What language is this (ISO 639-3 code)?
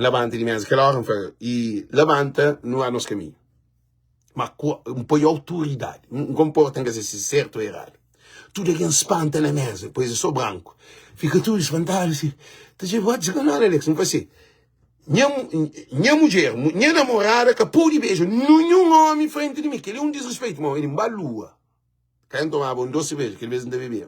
kea